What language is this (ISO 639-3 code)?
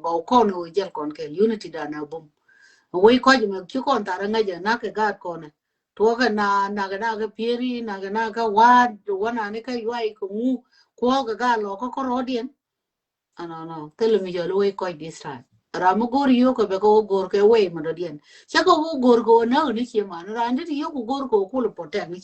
nus